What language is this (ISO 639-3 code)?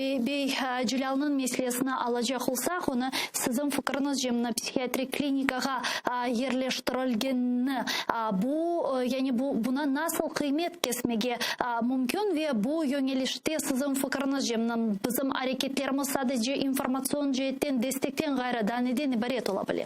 crh